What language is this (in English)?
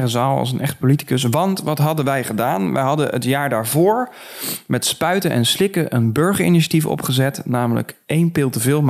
Dutch